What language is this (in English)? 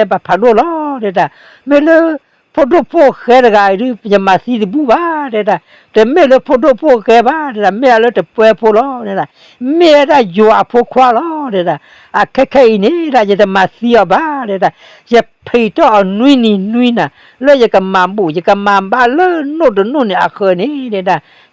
S'gaw Karen